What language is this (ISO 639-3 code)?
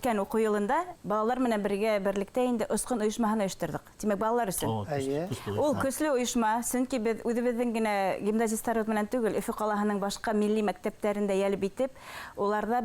bak